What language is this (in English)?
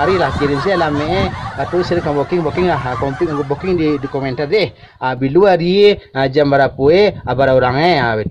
Minangkabau